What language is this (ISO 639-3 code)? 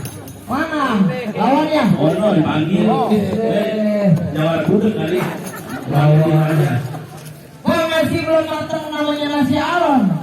bew